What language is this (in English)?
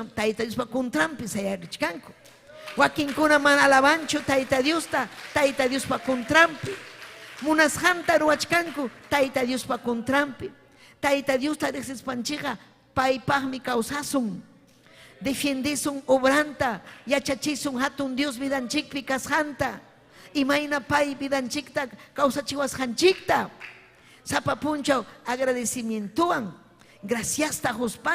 Ayacucho Quechua